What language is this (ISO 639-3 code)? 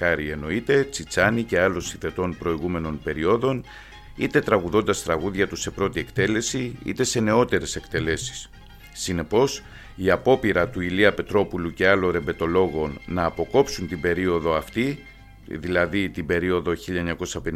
ell